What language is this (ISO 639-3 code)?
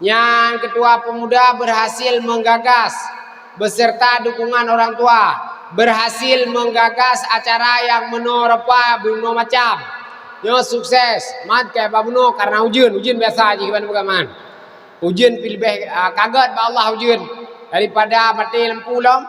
ace